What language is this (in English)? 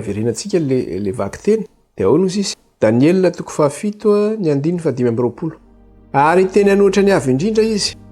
Malagasy